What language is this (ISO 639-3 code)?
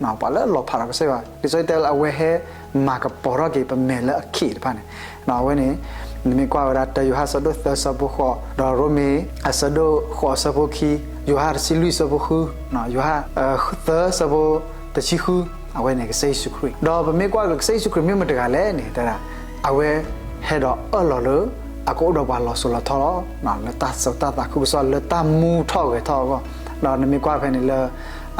ksw